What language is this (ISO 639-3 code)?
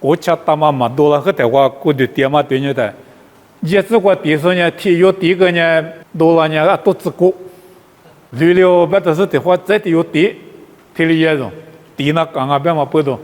lis